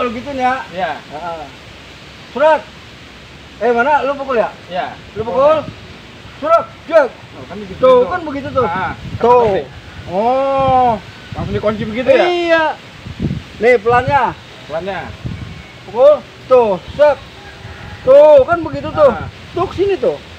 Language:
Betawi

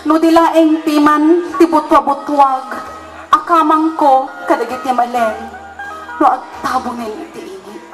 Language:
Iloko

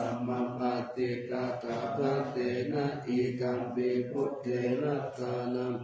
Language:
Pali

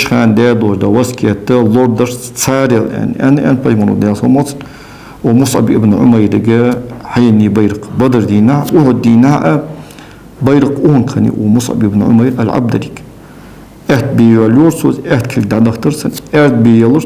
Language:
Ingush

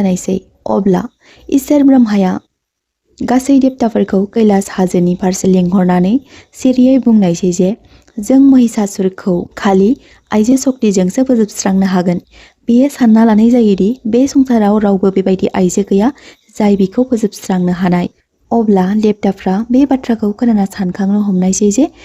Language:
Bodo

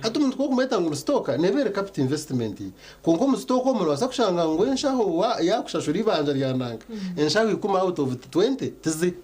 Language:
Nyankole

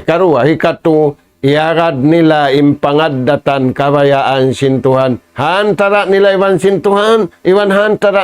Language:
Tausug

